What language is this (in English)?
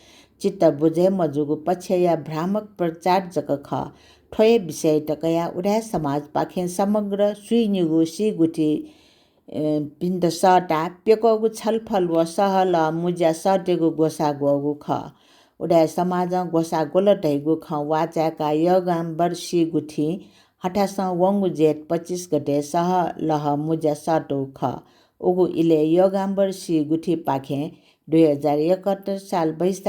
Newari